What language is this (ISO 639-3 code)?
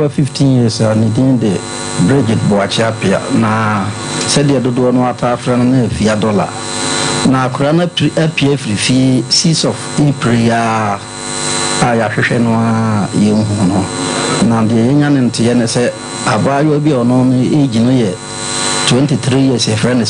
aka